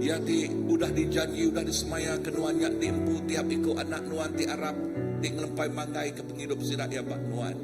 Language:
Iban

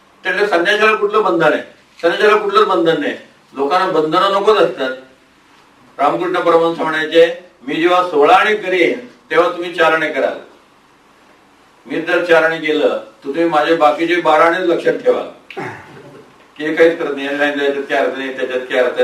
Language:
Marathi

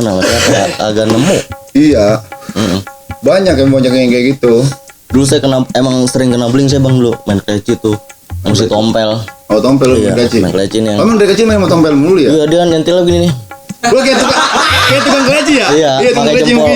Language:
Betawi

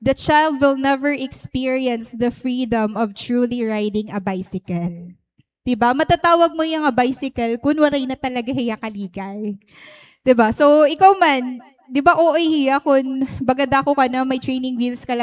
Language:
Waray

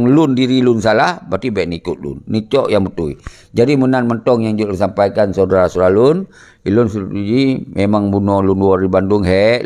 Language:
Achinese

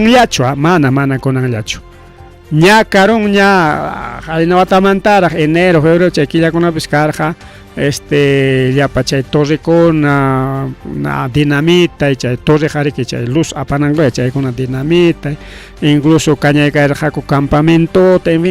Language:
Ayacucho Quechua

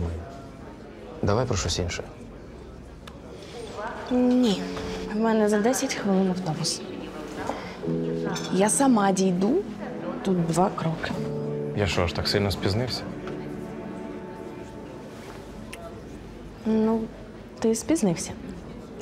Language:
Ukrainian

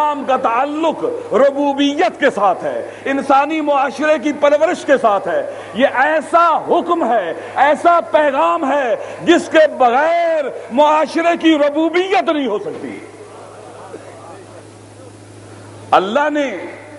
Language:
Urdu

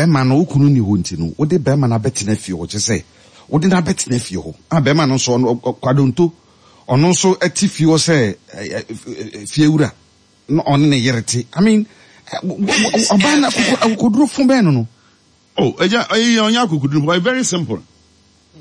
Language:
Akan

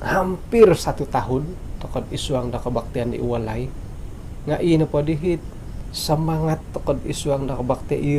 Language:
Central Dusun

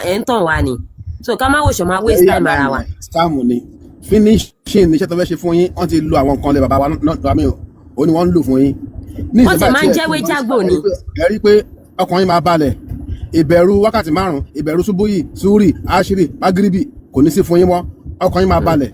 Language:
Yoruba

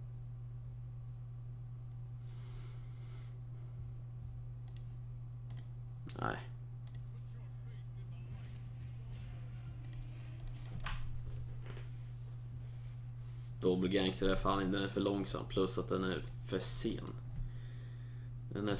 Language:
Swedish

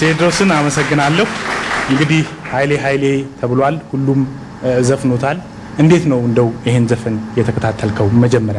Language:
Amharic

